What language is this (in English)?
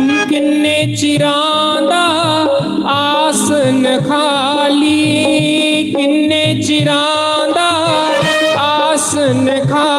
Dogri